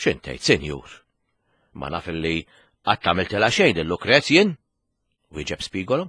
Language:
Maltese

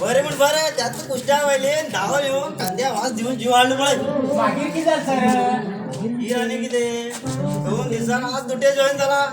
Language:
Konkani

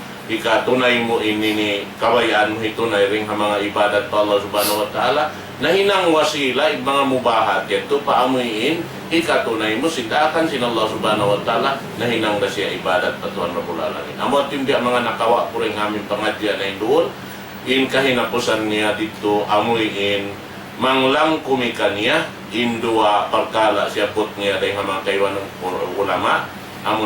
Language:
Tausug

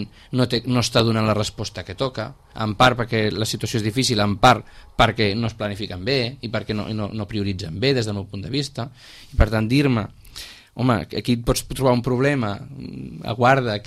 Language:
Catalan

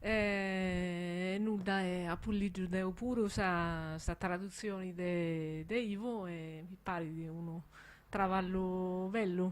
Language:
Sardinian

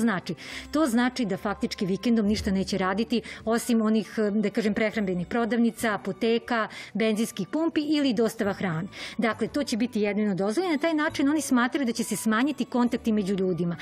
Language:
Serbian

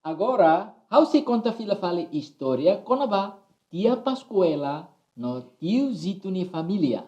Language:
Tetum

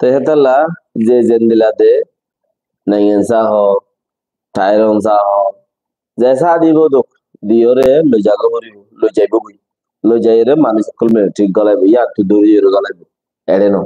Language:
Rohingya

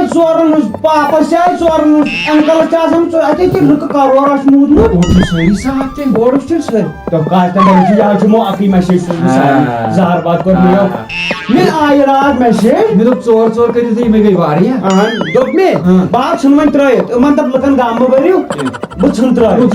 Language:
Kashmiri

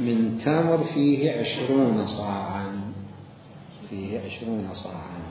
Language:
Mesopotamian Arabic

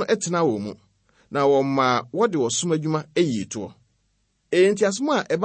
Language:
Akan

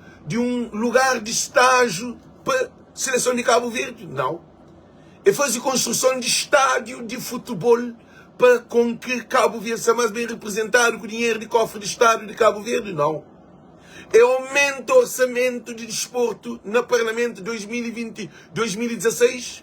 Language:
Kabuverdianu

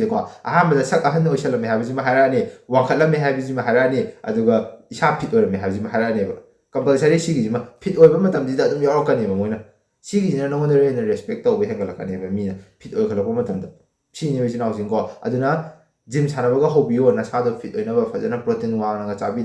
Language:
Manipuri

